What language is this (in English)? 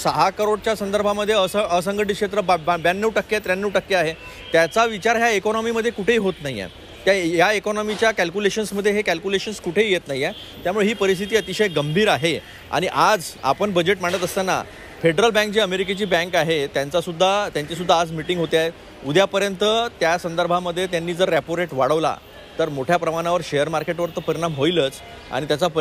Marathi